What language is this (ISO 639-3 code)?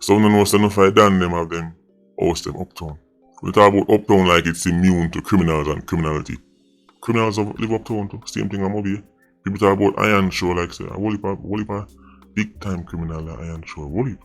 jam